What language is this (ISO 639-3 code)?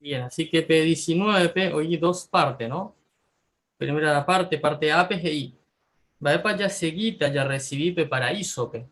grn